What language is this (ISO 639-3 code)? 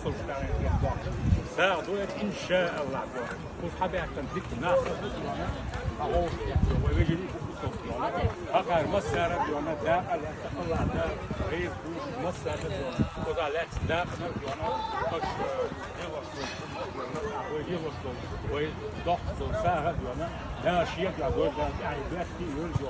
che